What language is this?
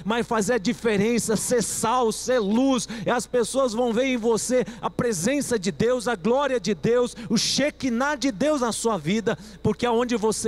Portuguese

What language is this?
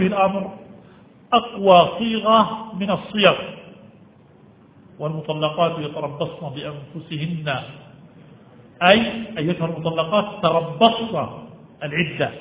Arabic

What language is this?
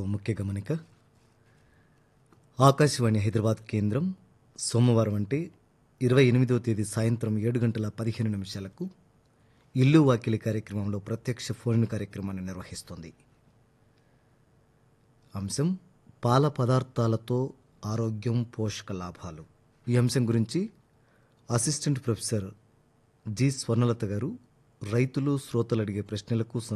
Telugu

